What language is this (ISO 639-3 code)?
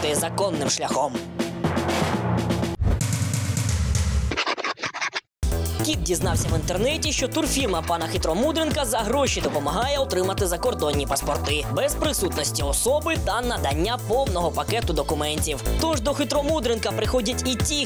ukr